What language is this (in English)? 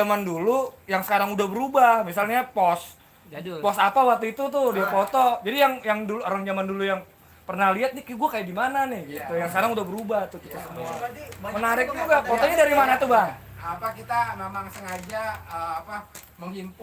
Betawi